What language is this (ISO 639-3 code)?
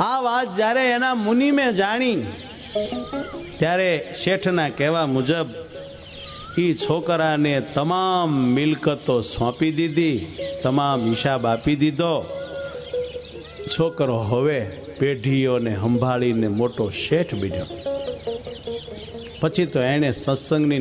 guj